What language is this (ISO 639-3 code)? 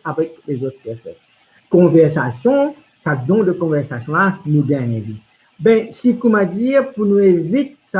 mfe